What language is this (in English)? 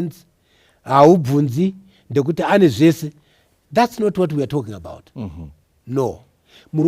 Shona